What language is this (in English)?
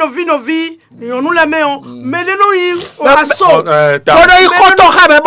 Fon